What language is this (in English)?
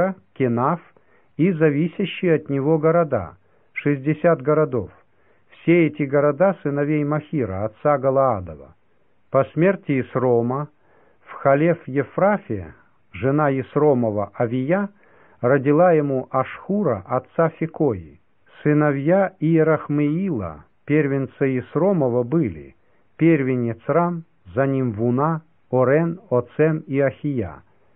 Russian